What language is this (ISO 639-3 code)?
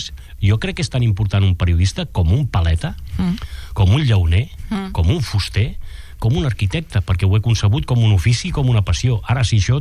cat